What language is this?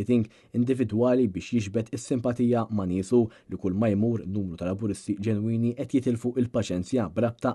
Maltese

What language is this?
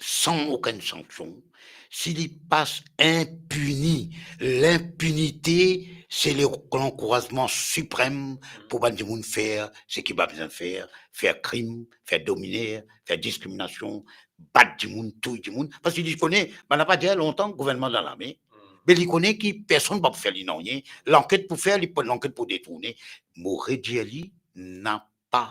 Morisyen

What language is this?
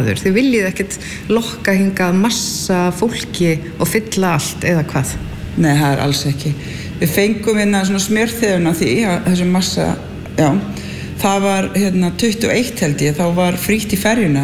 Icelandic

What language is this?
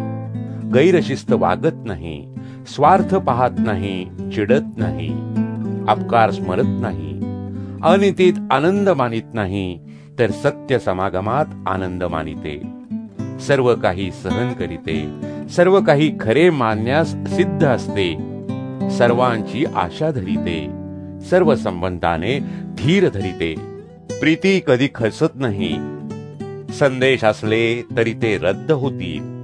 Marathi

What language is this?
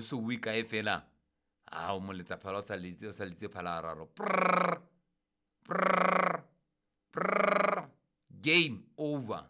Southern Sotho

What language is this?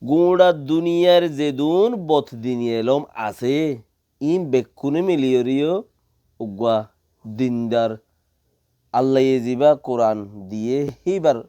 Rohingya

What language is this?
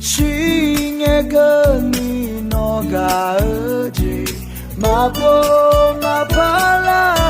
Akha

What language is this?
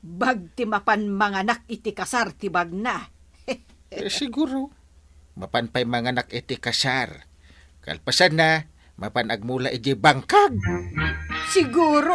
Iloko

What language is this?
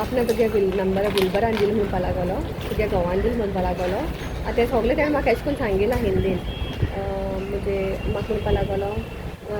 Konkani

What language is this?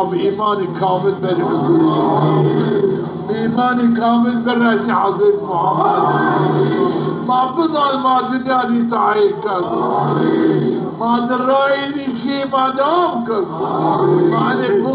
Zaza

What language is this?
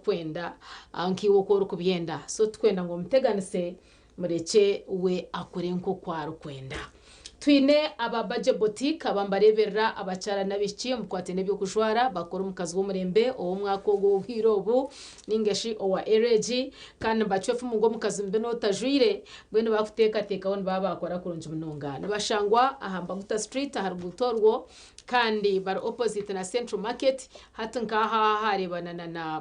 Nyankole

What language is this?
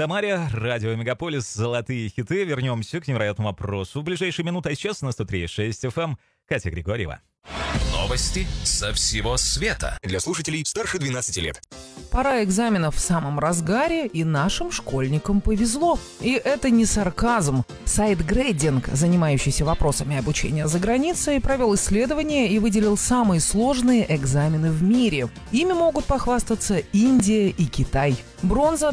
Russian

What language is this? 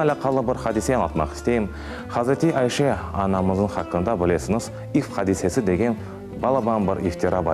Crimean Tatar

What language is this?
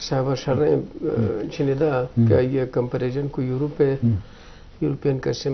Eastern Balochi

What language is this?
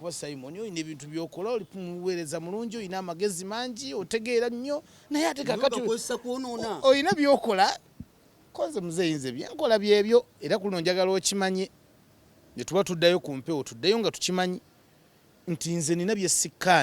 Ganda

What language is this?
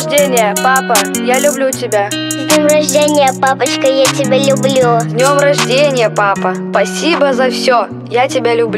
Russian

